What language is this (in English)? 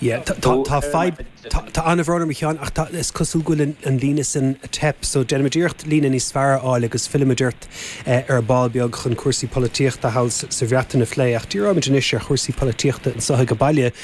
Irish